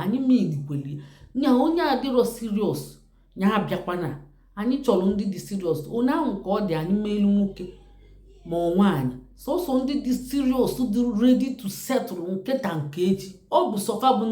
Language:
Igbo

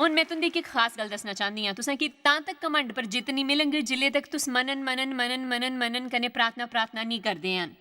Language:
Dogri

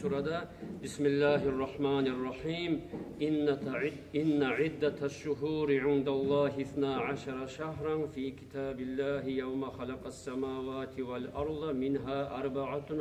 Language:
Kumyk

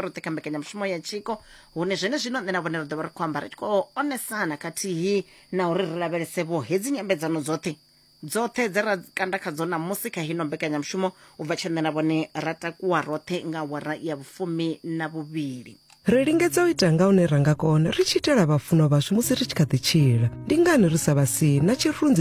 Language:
Venda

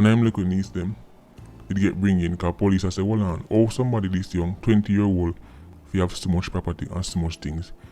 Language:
Jamaican Creole English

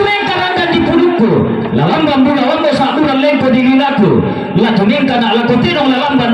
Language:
Toraja-Sa'dan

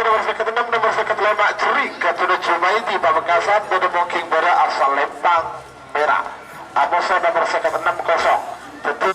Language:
Madurese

